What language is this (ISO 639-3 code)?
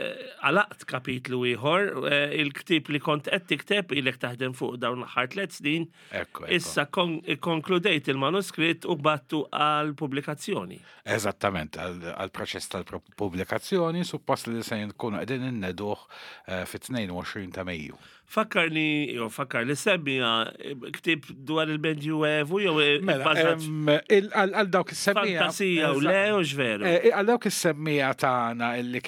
mlt